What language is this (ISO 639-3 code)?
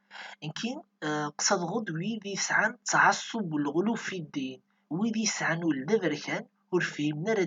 kab